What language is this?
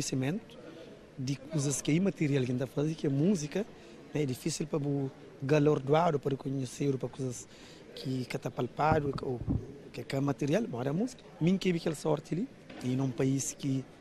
Kabuverdianu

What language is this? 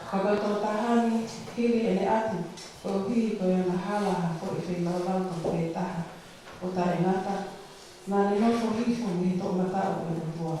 Tongan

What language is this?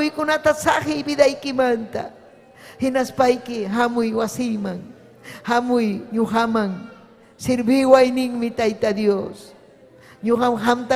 Ayacucho Quechua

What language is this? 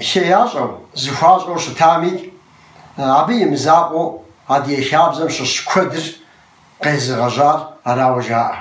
Kabardian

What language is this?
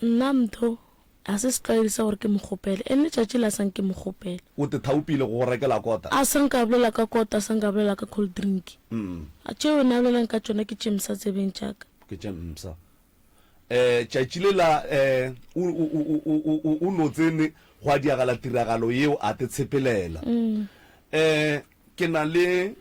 Northern Sotho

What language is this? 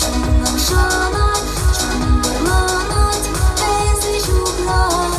Chuvash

